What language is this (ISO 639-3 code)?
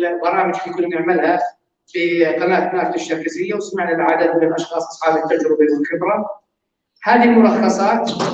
apc